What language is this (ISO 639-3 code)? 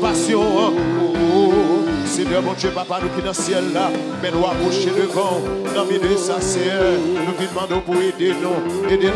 fra